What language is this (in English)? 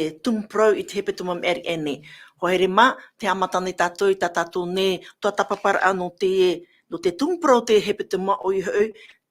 Tahitian